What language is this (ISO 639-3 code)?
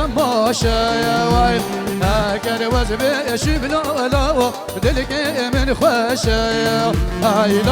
kur